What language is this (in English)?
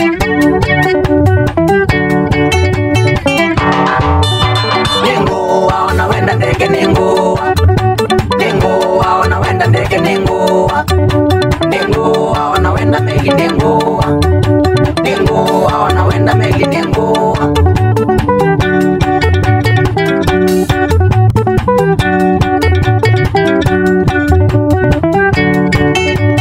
Swahili